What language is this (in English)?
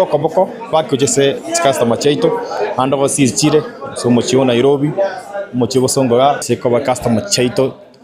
Gusii